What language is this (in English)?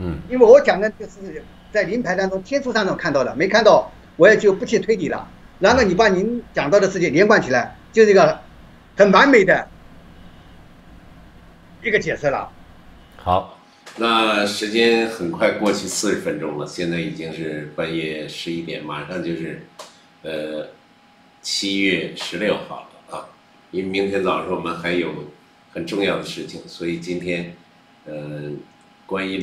Chinese